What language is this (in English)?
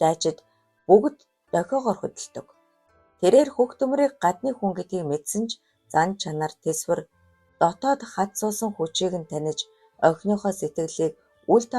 Mongolian